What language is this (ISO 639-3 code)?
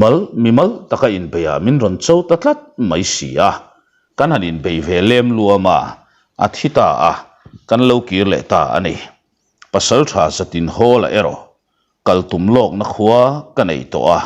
lus